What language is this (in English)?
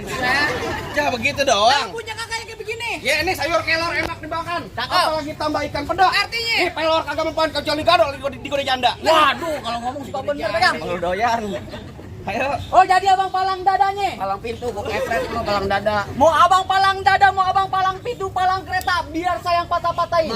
Betawi